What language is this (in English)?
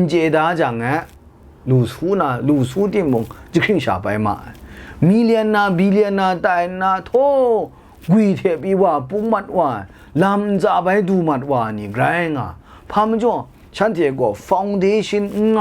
Kachin